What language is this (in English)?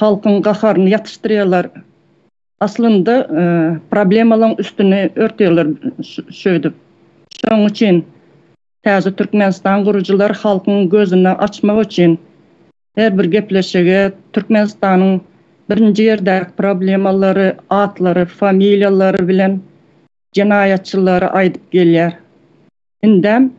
Turkmen